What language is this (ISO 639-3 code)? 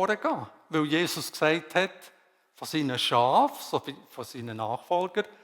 gsw